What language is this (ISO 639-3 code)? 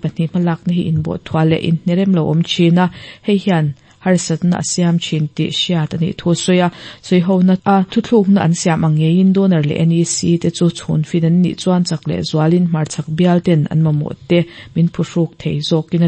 lus